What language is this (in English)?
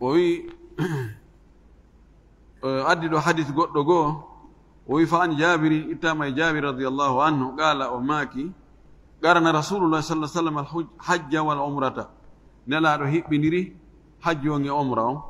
Fula